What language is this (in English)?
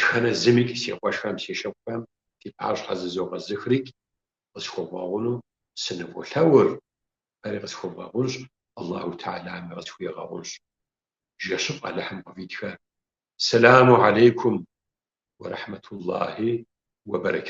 Kabardian